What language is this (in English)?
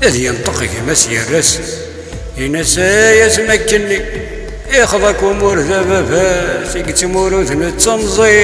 Kabyle